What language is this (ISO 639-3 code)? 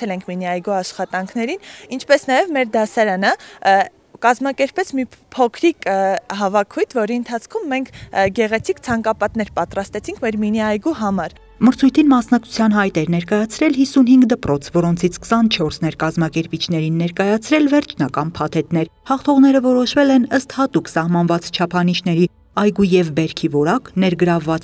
hye